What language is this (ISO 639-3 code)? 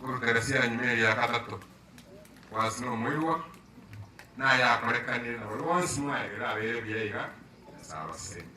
guz